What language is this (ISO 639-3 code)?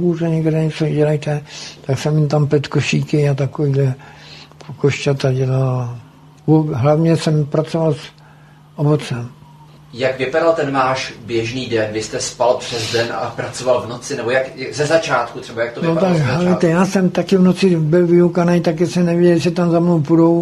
ces